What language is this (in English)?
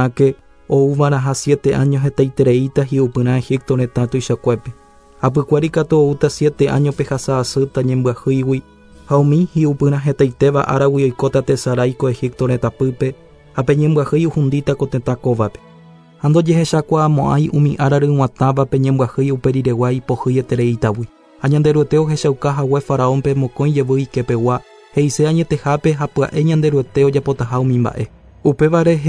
Guarani